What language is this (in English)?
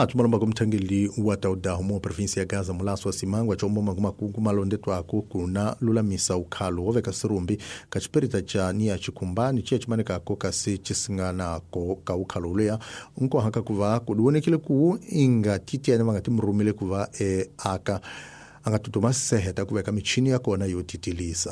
Tsonga